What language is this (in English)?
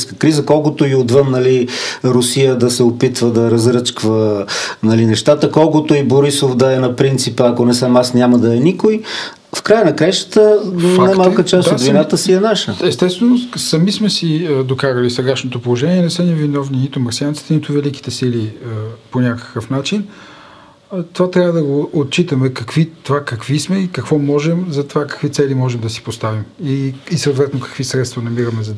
Bulgarian